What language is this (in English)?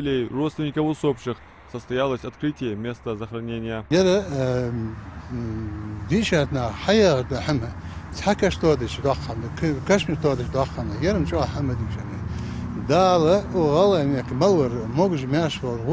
Ingush